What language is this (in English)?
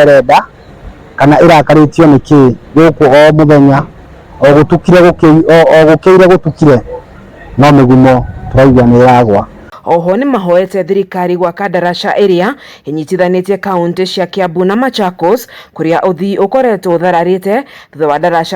Kikuyu